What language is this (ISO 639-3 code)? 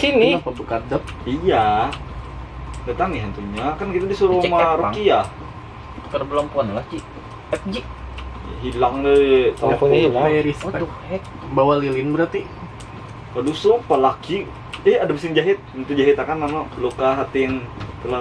bjn